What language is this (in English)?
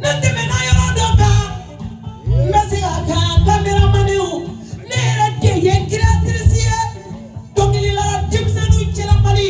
Bambara